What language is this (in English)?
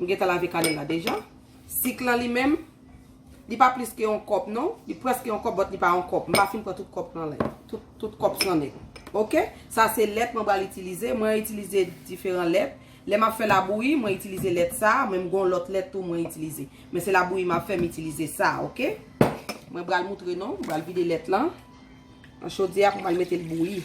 Haitian Creole